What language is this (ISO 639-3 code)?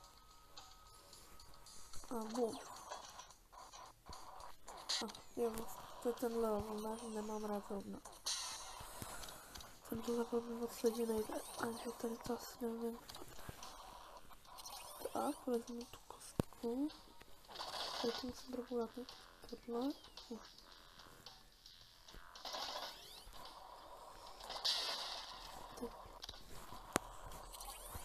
ces